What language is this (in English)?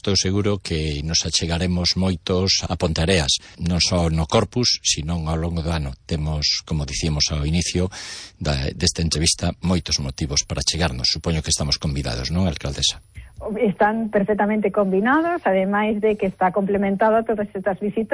Galician